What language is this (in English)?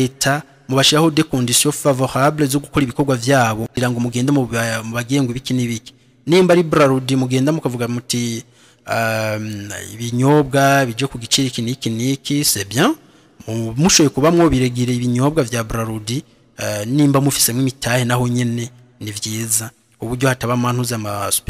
Rundi